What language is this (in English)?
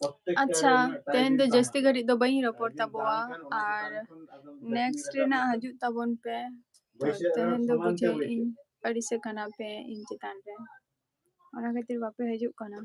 Santali